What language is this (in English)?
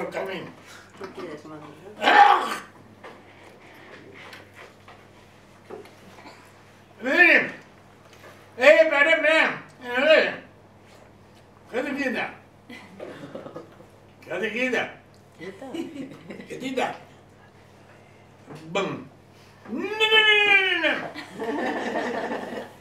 Spanish